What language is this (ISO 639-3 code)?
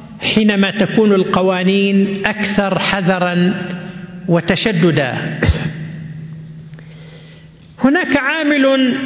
ara